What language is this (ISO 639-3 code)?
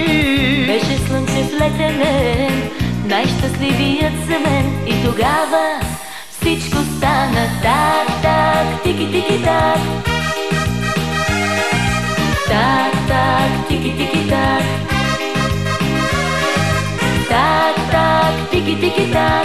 bul